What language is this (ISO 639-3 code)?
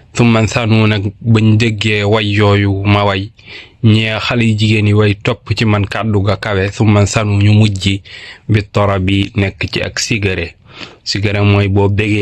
wol